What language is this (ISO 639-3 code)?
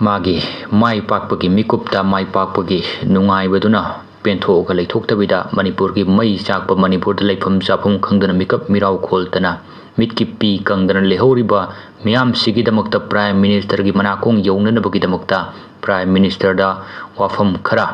mni